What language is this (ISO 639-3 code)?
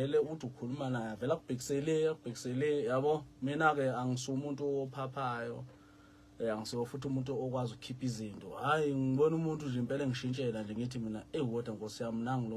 zul